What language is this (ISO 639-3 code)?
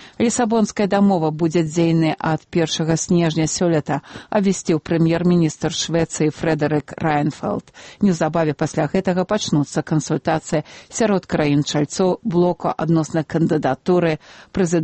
bel